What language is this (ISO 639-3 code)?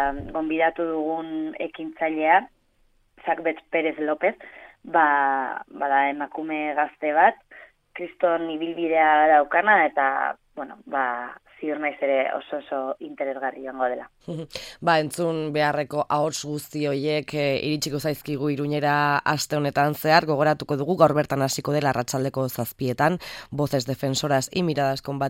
eus